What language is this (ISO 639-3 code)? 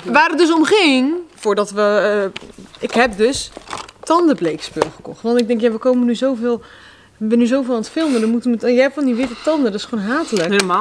nld